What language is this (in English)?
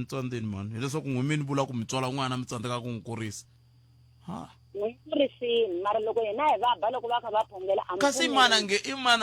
Tsonga